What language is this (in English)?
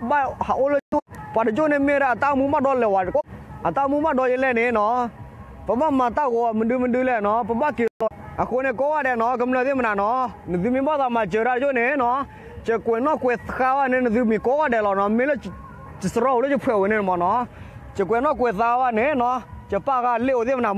S'gaw Karen